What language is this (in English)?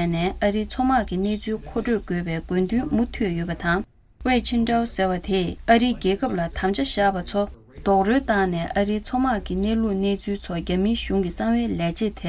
Tibetan